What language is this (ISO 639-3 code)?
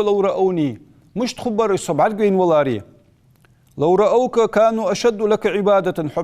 inh